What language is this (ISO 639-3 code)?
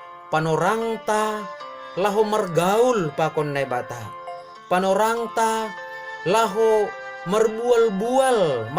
bts